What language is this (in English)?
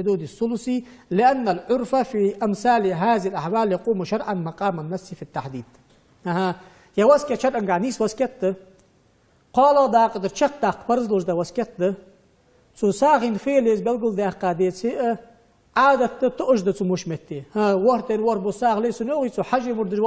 Ingush